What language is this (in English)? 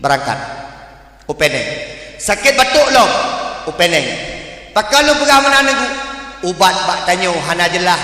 Achinese